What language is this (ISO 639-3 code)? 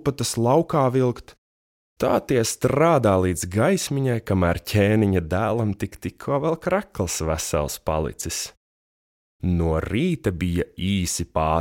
lav